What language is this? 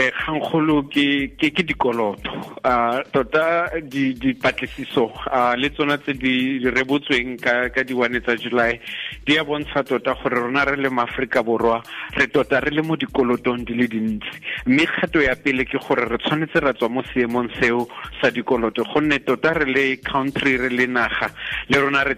Tswana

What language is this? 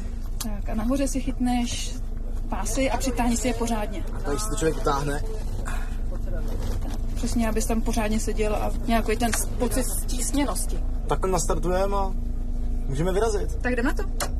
Czech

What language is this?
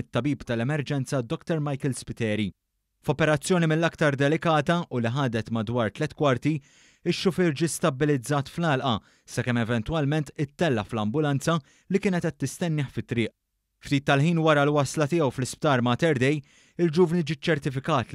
Maltese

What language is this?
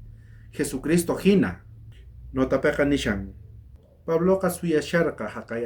South Bolivian Quechua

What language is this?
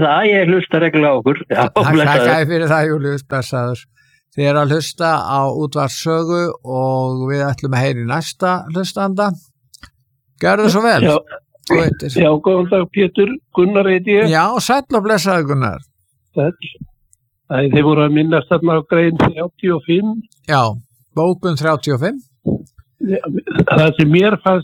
Icelandic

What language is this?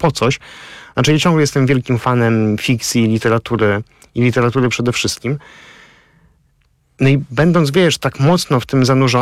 Polish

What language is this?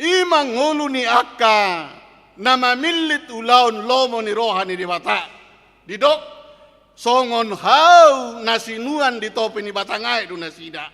Batak Toba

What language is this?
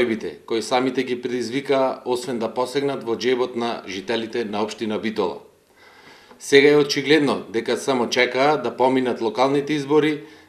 Macedonian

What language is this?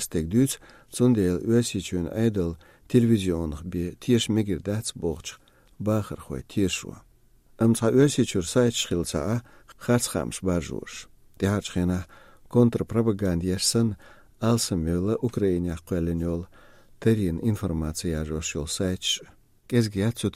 Chechen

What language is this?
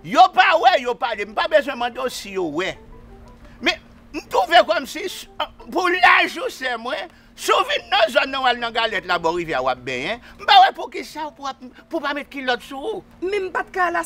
Haitian Creole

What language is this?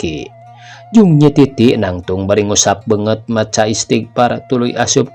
Sundanese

